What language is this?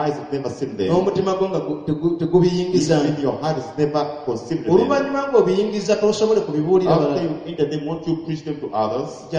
Ganda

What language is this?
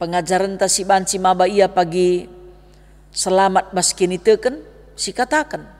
Batak Karo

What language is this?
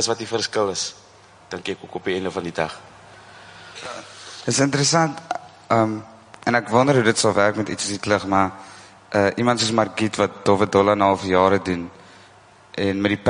Afrikaans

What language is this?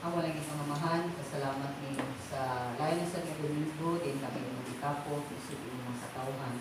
Cebuano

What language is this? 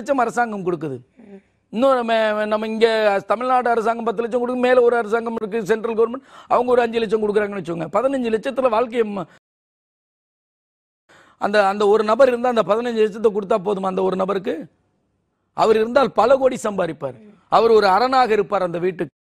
Tamil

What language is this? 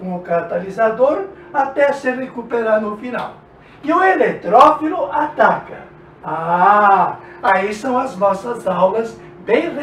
Portuguese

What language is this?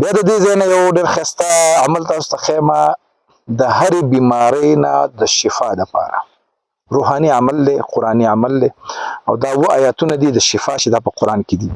Pashto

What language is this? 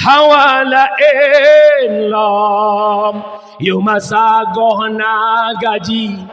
Achinese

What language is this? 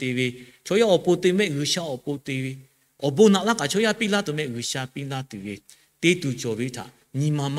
Lahu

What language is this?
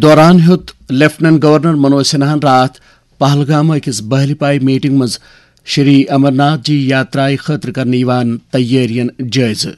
Kashmiri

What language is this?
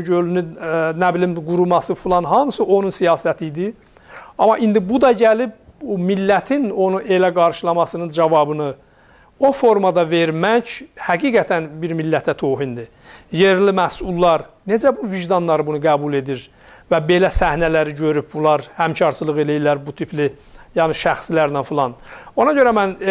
South Azerbaijani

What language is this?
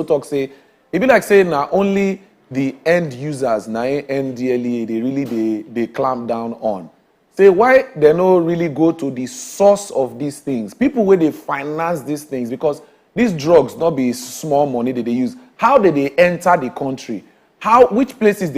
Nigerian Pidgin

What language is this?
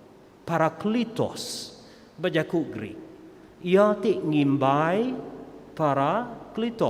Iban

